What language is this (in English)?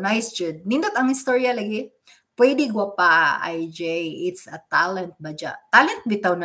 Cebuano